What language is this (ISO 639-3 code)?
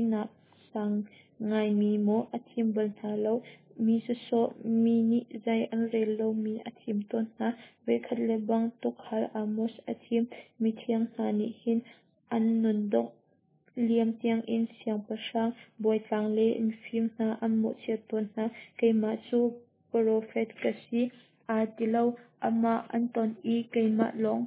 cnh